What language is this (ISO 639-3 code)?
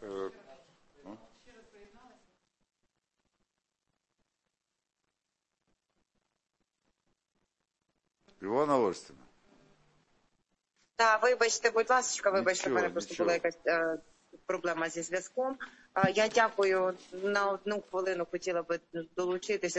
ukr